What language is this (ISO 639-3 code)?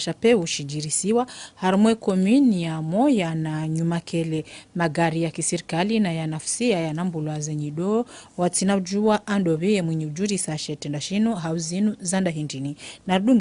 zdj